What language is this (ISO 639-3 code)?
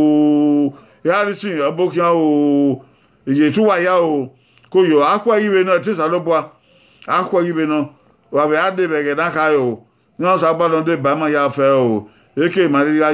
bin